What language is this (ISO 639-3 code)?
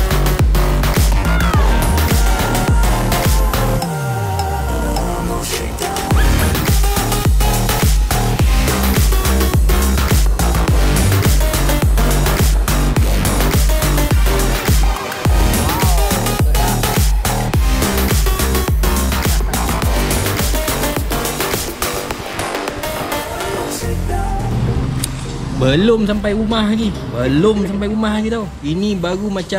msa